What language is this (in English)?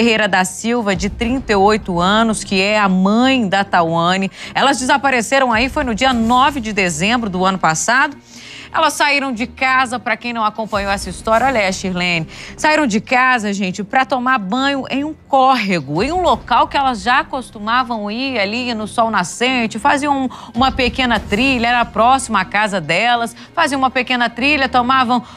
Portuguese